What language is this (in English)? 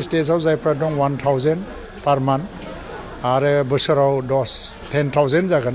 Bodo